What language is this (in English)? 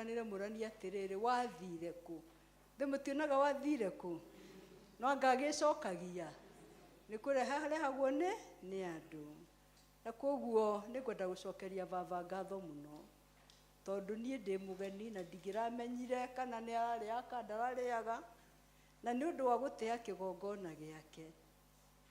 Kikuyu